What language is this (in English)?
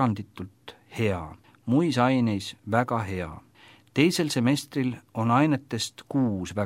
Estonian